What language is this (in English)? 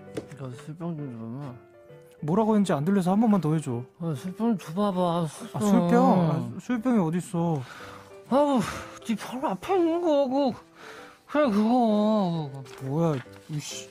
Korean